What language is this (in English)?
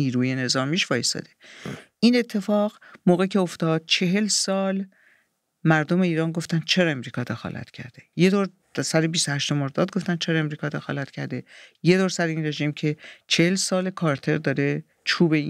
Persian